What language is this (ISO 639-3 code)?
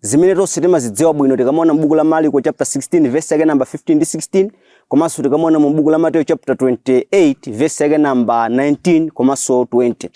nya